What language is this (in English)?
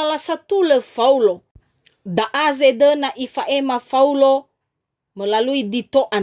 Nias